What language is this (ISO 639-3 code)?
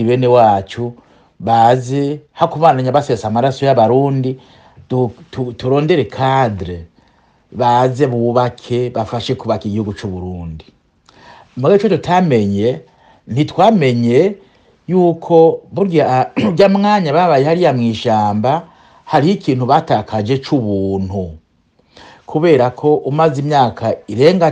run